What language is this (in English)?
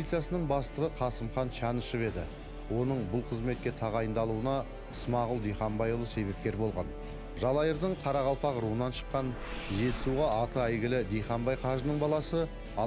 Kazakh